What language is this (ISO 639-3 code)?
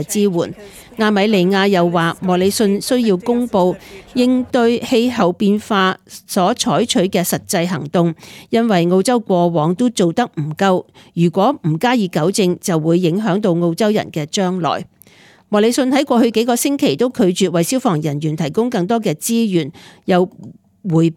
yue